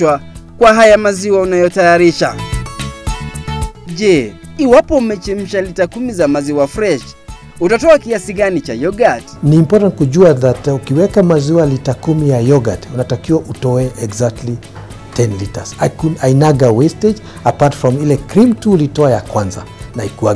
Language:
Swahili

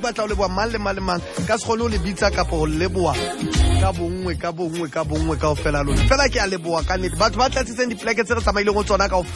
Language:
Southern Sotho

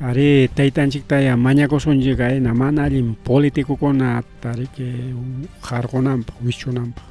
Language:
Ayacucho Quechua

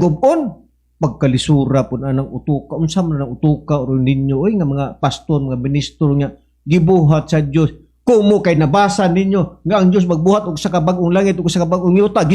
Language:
Cebuano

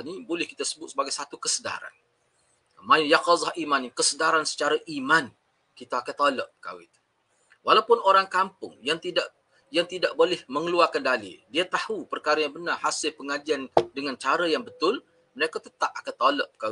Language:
Malay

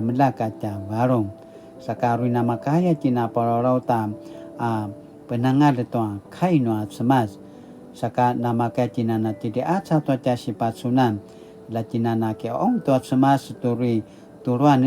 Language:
Paiwan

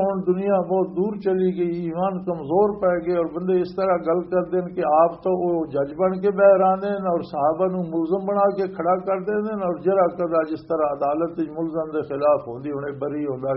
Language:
Western Panjabi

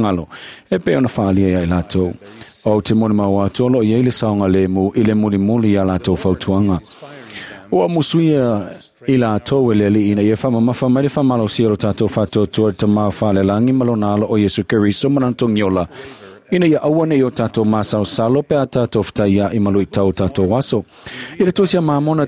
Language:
Samoan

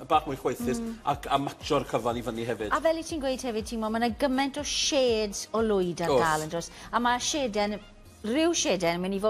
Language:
Welsh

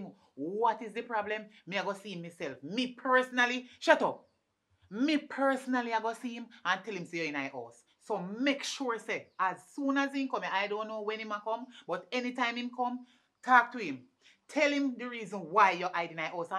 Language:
Jamaican Creole English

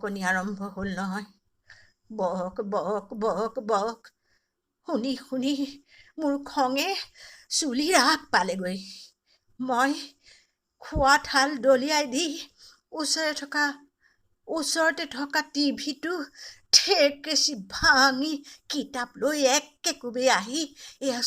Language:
Assamese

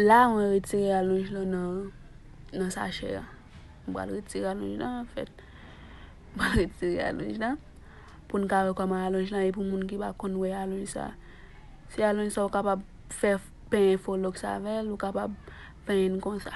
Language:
Haitian Creole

